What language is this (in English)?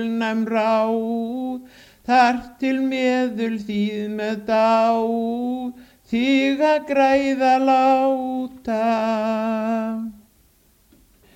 Icelandic